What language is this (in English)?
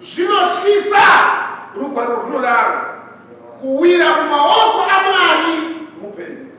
Shona